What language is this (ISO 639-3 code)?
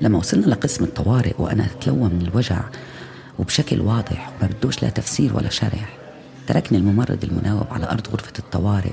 apc